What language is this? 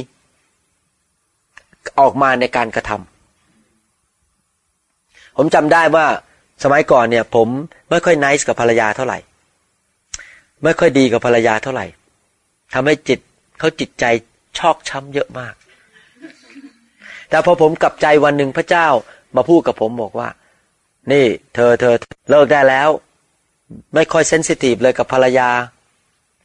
Thai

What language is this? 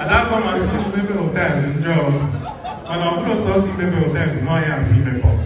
Igbo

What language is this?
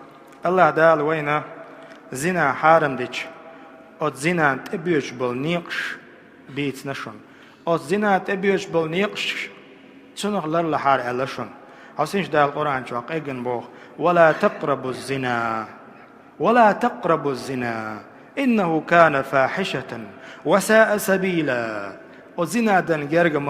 Chechen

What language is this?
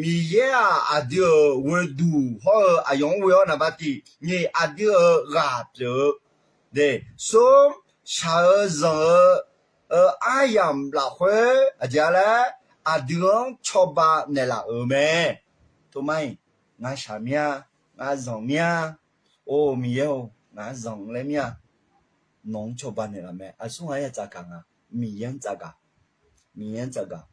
Akha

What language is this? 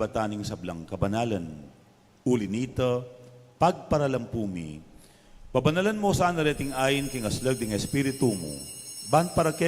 Pampanga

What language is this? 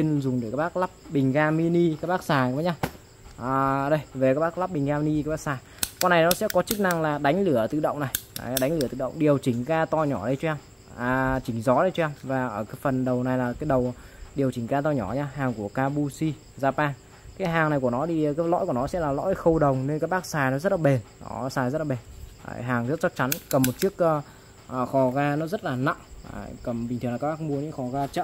Vietnamese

